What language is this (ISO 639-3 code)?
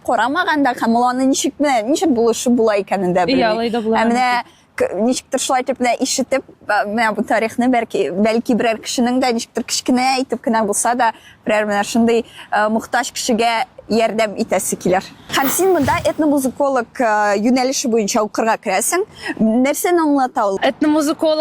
tat